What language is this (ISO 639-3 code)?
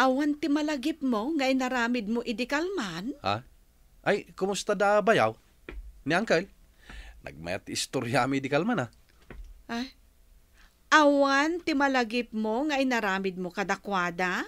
ilo